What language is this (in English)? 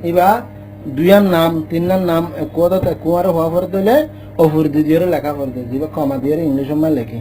Rohingya